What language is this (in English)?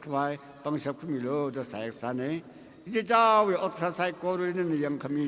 Tangkhul Naga (India)